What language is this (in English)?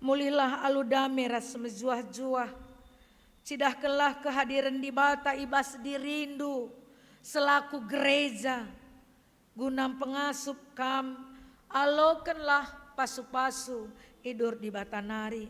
Batak Karo